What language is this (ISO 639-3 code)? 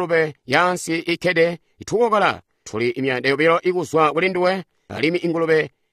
toi